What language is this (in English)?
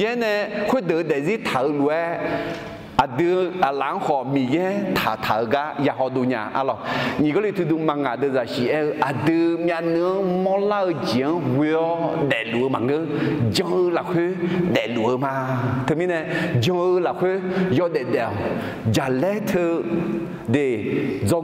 Akha